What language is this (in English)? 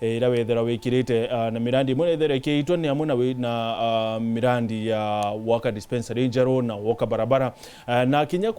Meru